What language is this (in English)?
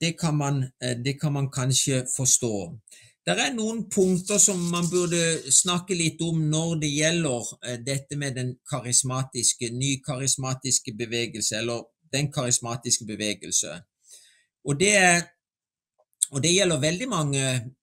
Norwegian